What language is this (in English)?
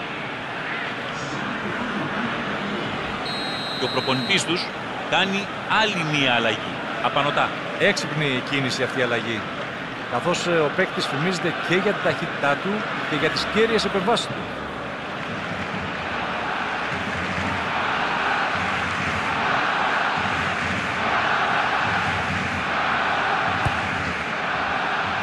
Greek